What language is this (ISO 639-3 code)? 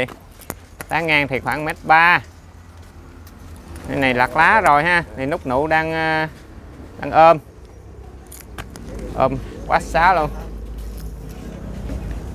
vie